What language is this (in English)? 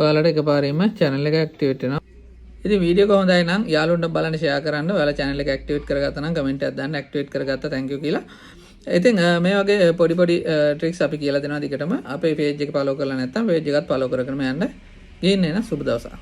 Sinhala